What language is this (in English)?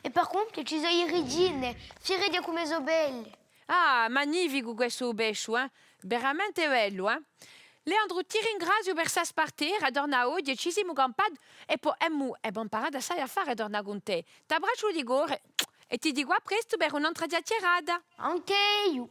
Corsican